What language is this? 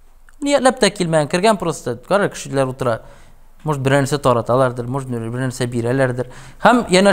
Tatar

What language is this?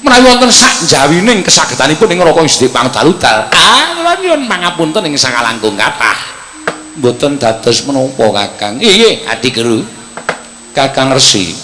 Javanese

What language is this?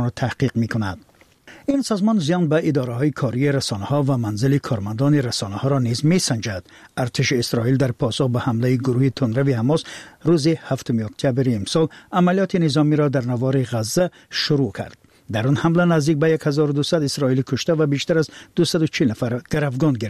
Persian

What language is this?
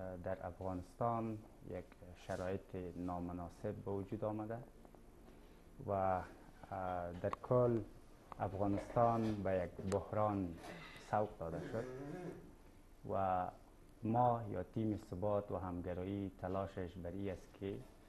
Persian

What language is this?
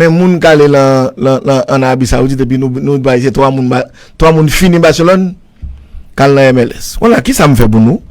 Haitian Creole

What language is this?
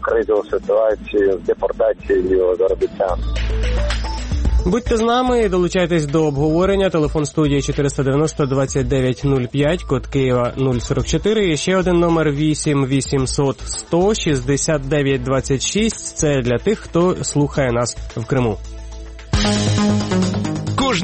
Ukrainian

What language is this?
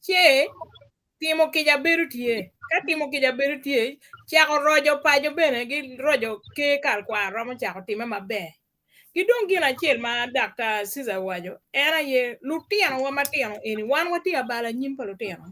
Acoli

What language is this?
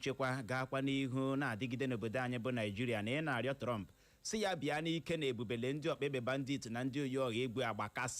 Igbo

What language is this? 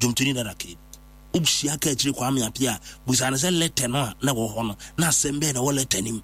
Akan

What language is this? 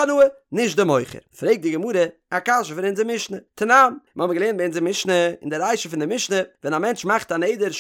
Yiddish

